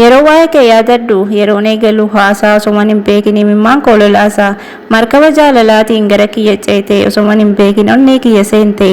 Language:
Oromo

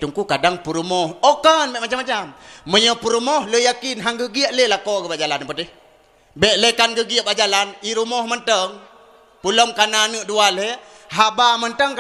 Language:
Achinese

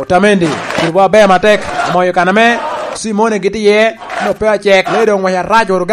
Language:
Lango (Uganda)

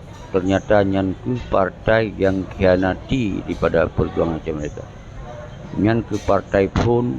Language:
Achinese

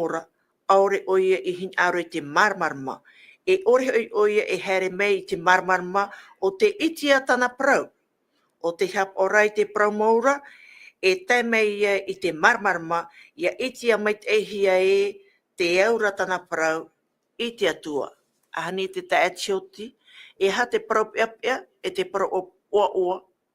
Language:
Tahitian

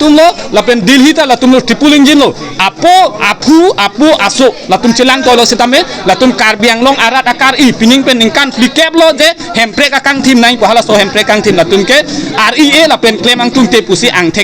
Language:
Karbi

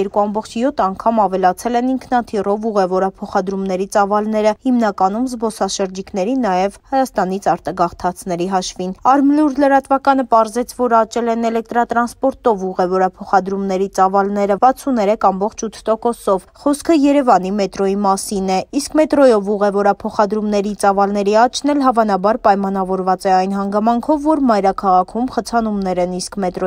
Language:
Armenian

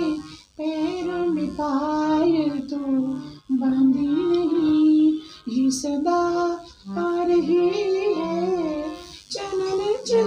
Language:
Western Panjabi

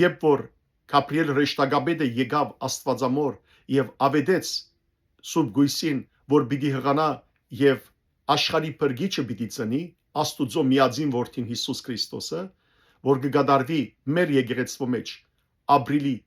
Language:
Western Armenian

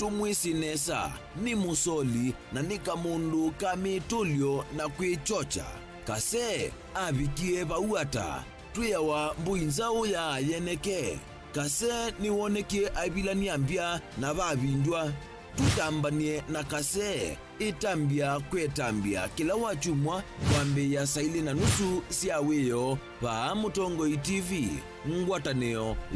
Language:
Kamba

